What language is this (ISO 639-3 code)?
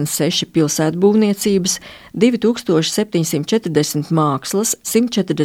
lav